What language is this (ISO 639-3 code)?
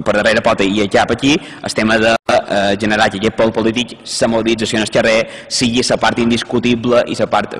cat